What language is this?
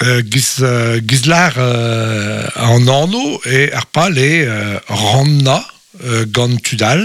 Breton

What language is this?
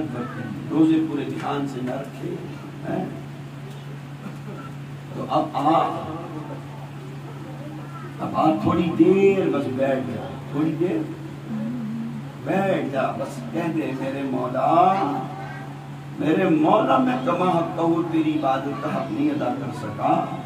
Urdu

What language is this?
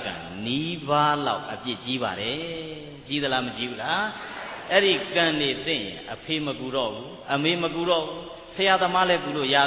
Burmese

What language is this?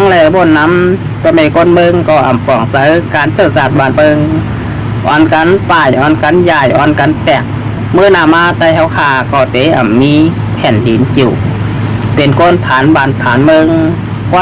Shan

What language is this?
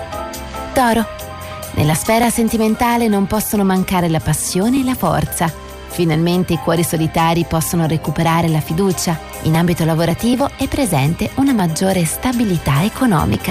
Italian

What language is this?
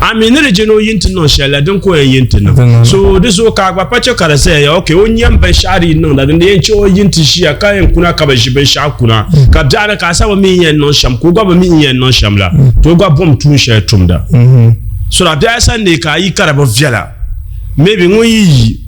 Dagbani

